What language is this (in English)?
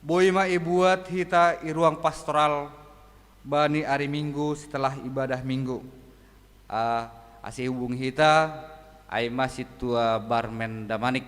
Batak Simalungun